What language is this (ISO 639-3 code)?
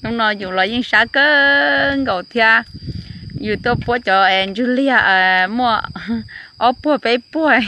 hmn